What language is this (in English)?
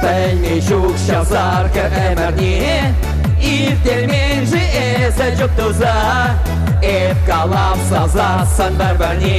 Chuvash